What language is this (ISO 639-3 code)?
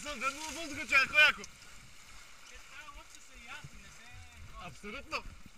bul